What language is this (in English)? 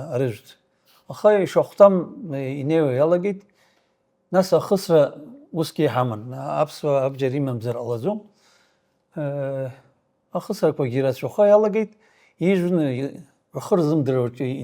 Abkhazian